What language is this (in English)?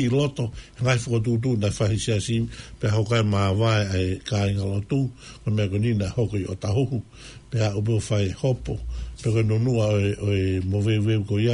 Tongan